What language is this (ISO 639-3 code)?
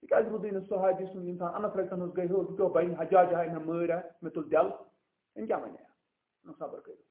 kas